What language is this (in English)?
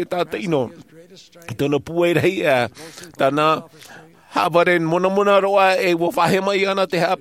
Tahitian